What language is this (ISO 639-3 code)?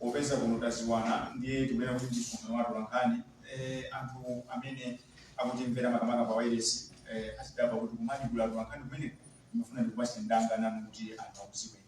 nya